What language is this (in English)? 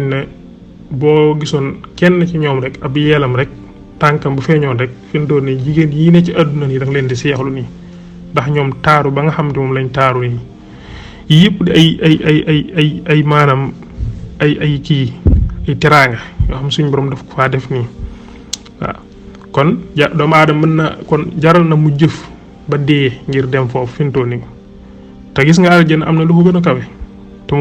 Wolof